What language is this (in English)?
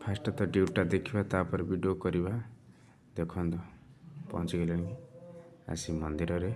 Odia